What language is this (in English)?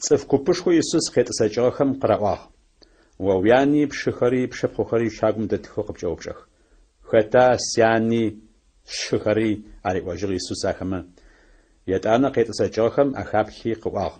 Adyghe